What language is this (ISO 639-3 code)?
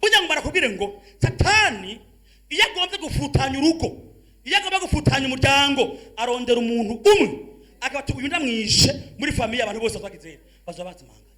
run